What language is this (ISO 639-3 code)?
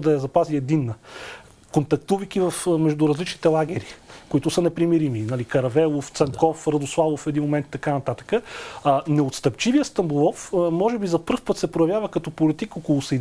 bul